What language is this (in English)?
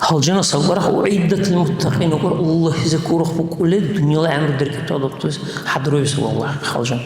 Dargwa